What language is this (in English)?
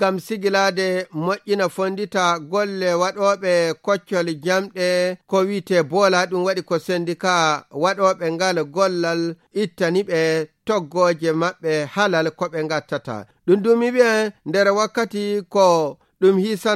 Nigerian Fulfulde